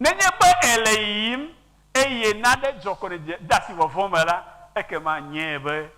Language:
Ewe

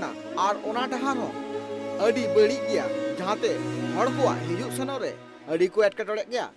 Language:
Santali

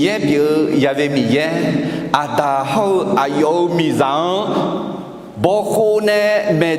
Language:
Akha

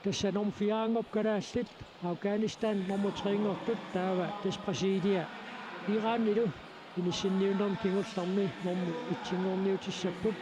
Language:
Kalaallisut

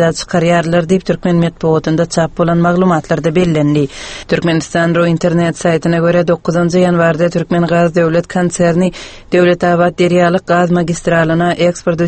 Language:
Turkmen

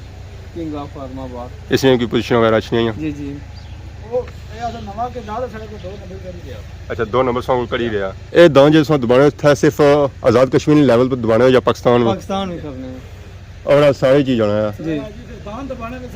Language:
Pahari-Potwari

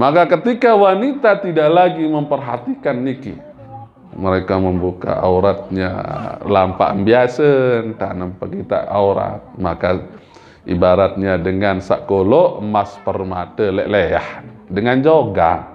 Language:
Sasak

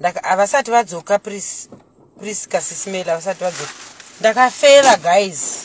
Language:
Shona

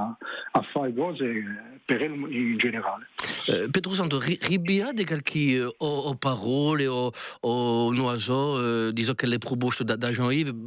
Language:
Corsican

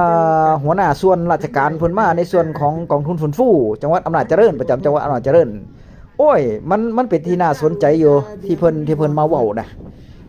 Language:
Northeastern Thai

